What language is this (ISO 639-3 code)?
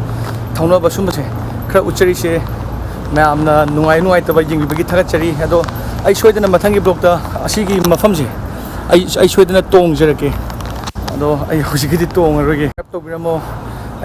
mni